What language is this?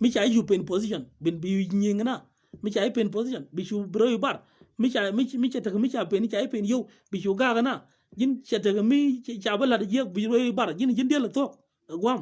Nuer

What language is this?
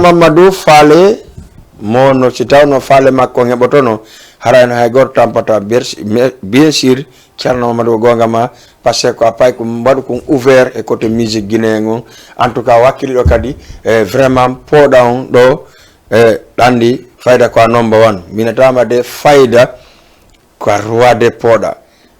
Fula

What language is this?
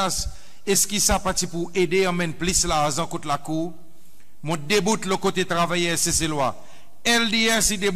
Seselwa Creole French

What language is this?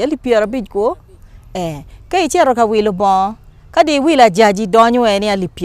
Acoli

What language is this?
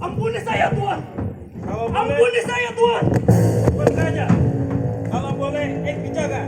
Banjar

